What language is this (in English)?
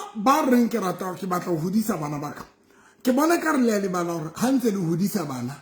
Southern Sotho